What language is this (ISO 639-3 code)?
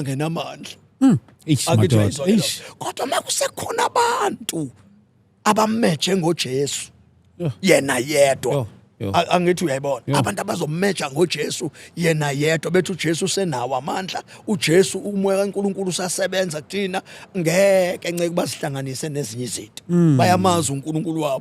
zul